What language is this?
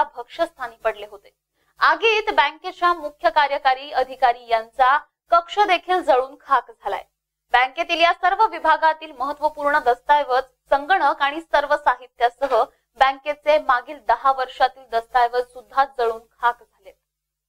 Marathi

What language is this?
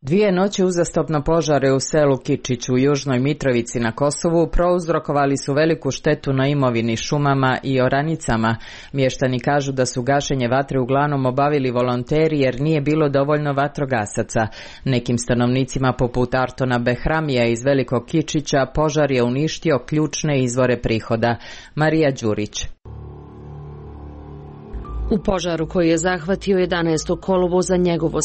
Serbian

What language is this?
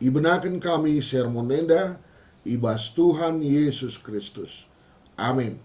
Batak Karo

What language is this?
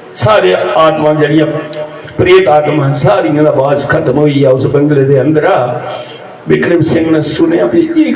Dogri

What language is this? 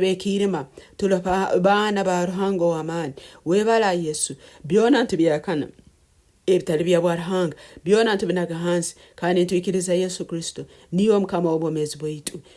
Nyoro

